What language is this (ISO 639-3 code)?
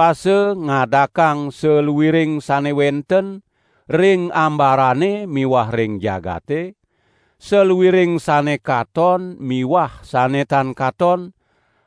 ban